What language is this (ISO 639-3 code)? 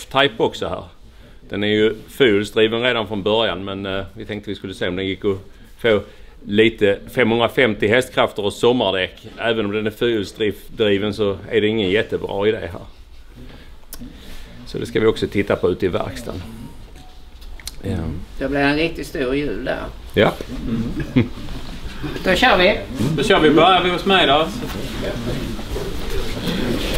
swe